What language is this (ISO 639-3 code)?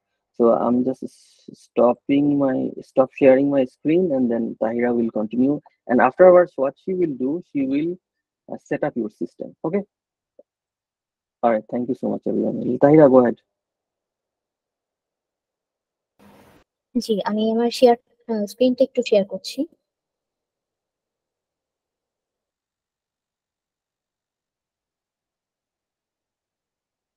ben